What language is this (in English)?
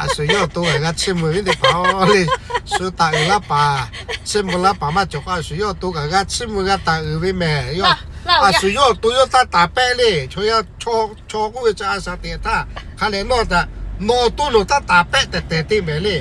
Lahu